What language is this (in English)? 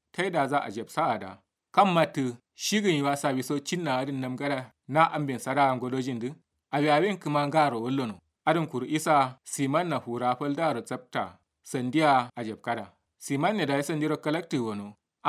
Kanuri